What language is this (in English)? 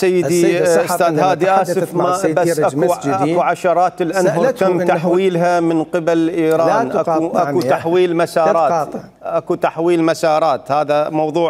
Mesopotamian Arabic